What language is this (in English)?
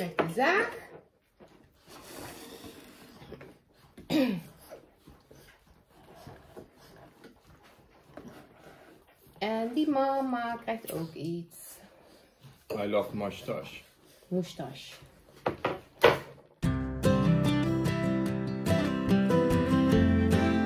Dutch